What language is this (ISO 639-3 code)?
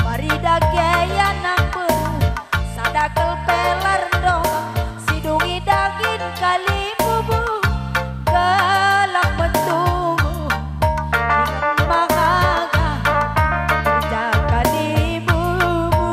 btx